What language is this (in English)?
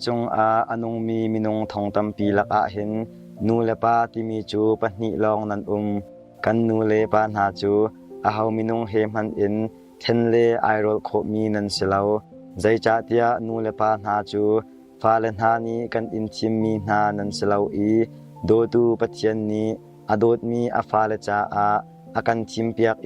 Hakha Chin